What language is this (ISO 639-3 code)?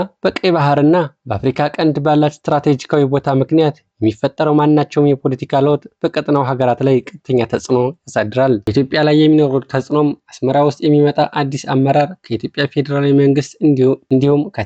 amh